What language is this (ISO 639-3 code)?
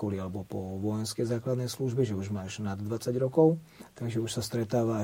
slk